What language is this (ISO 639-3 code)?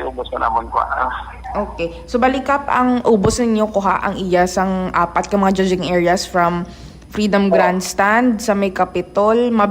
hil